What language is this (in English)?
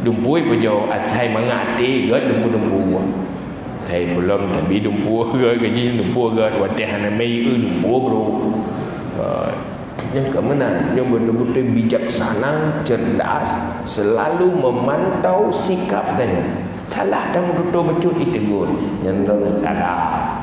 Achinese